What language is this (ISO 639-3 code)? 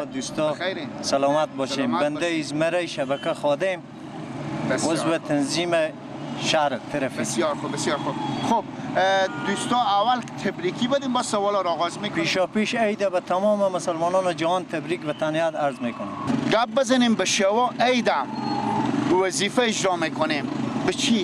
fas